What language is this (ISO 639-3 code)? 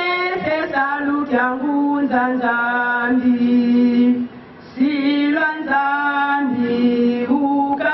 lin